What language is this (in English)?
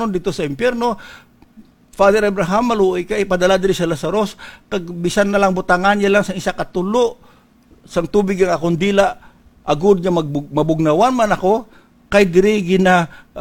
Hiligaynon